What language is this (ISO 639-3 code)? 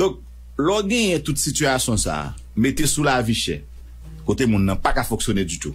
hat